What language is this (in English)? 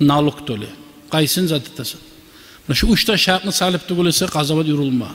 Kumyk